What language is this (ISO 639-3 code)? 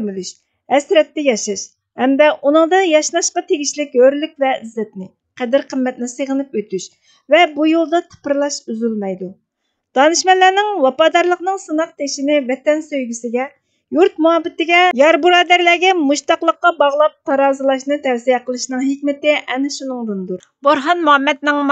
uig